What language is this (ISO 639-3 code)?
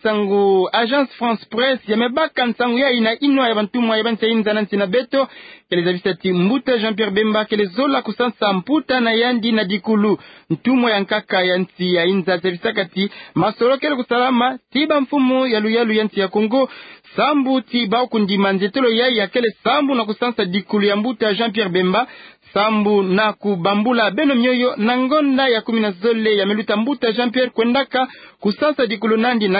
ktu